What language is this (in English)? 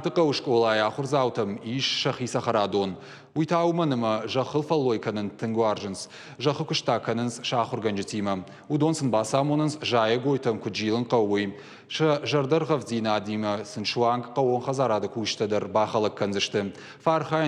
Ossetic